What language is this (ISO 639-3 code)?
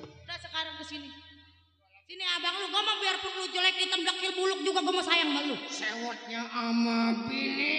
bew